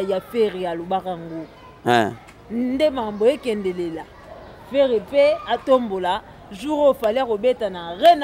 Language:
Lingala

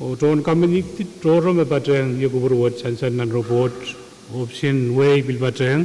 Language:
Pohnpeian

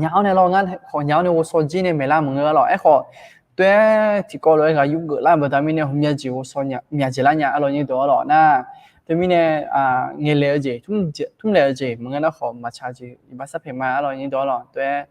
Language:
Akha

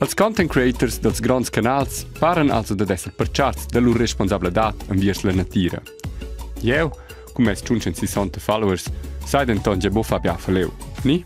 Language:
Romansh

